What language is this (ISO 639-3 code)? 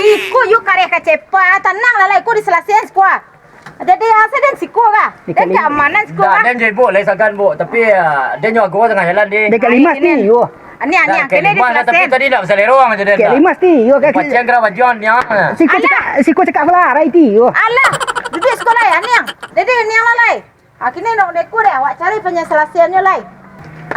min